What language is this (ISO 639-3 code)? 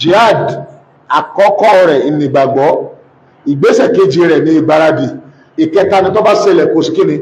yor